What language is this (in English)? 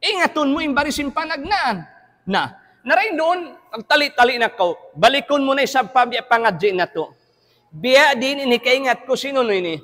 Tausug